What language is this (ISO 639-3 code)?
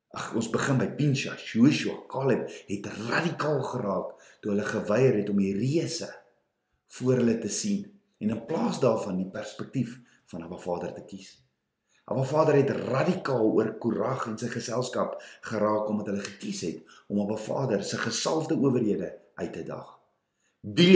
afr